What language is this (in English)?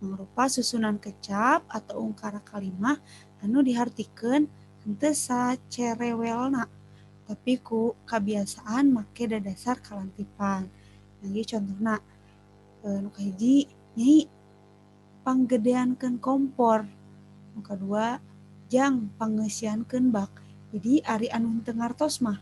Sundanese